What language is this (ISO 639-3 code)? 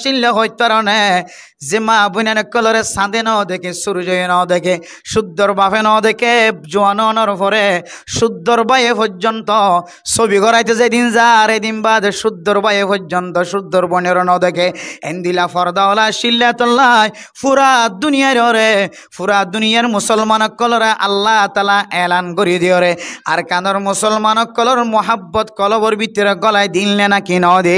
rhg